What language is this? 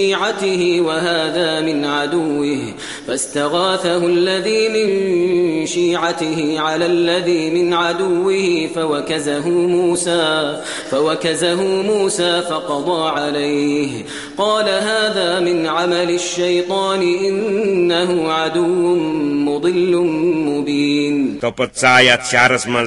Kashmiri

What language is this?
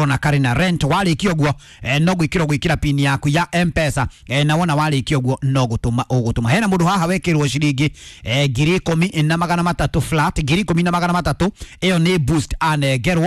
Kikuyu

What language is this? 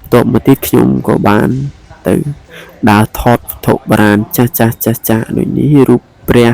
Khmer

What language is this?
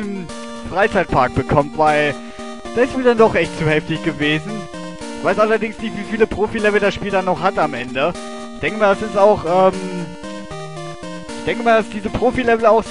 German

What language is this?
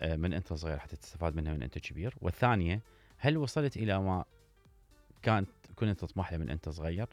Mesopotamian Arabic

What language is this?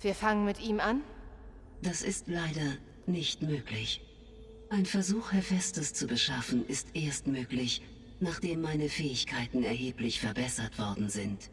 Bavarian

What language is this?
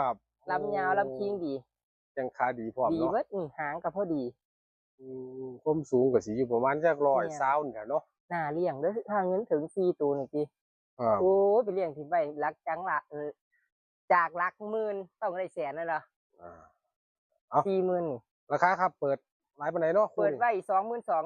Northeastern Thai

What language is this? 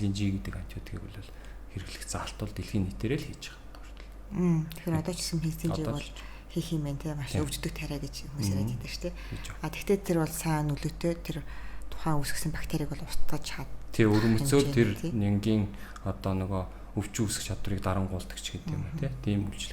Mongolian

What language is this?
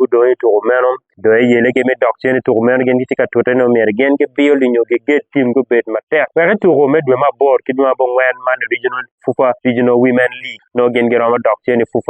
Acoli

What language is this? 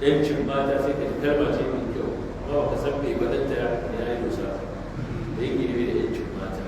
Hausa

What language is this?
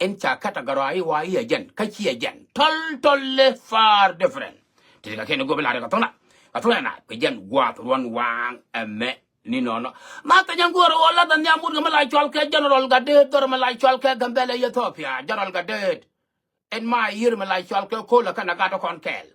Nuer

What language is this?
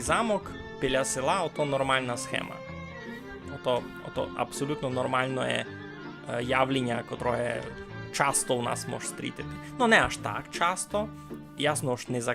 Rusyn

